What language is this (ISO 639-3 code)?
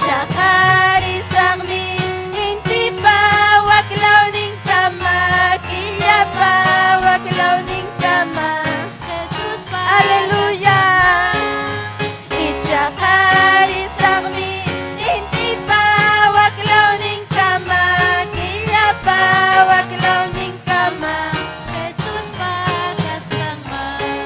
quy